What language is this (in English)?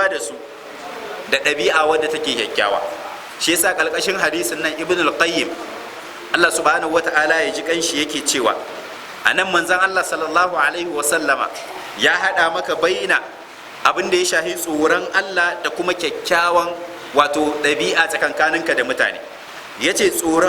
Hausa